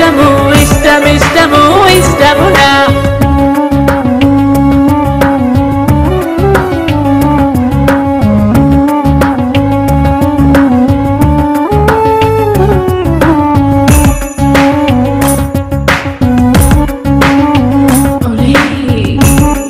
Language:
Telugu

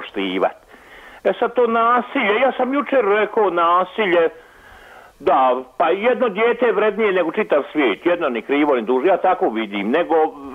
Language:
Croatian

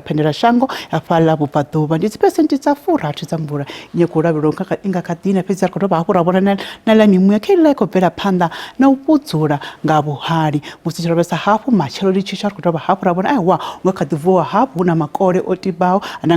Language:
Venda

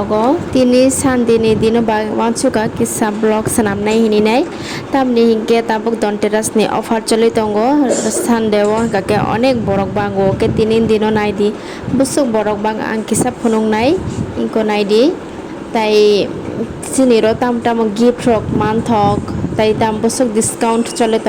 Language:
Kok Borok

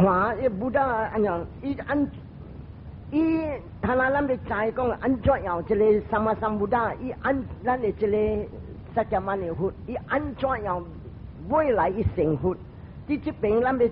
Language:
Min Nan Chinese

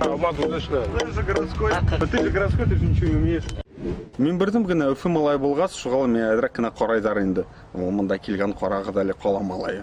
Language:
Bashkir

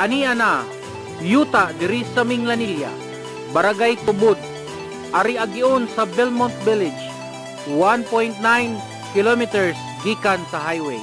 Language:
Cebuano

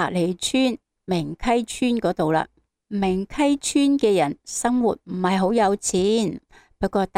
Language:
Cantonese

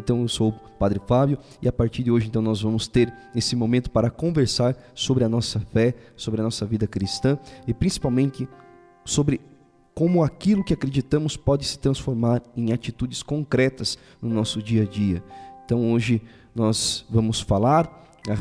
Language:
Portuguese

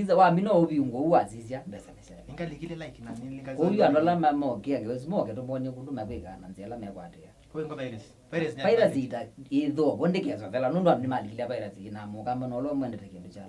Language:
Kamba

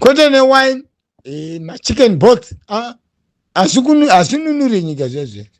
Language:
Shona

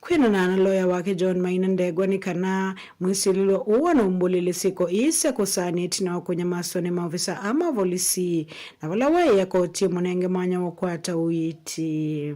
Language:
Kamba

